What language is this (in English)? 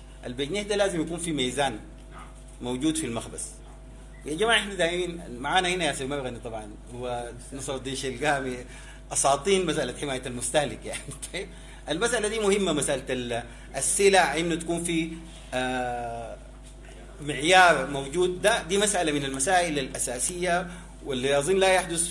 Sudanese Arabic